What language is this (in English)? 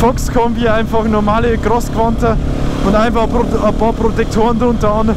Bavarian